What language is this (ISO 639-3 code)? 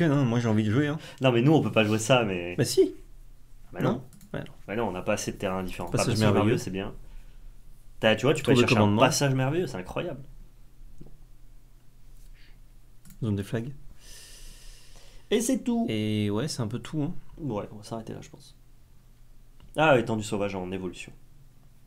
fra